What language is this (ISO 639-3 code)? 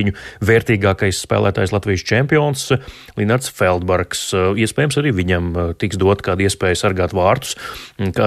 lav